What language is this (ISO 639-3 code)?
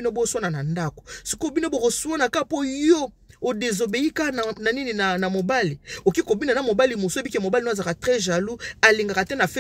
lin